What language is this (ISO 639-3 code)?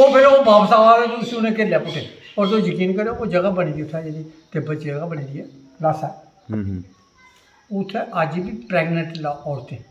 doi